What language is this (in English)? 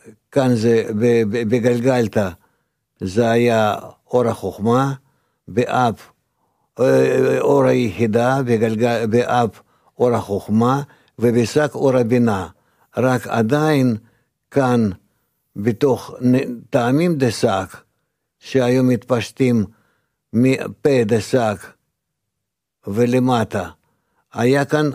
Hebrew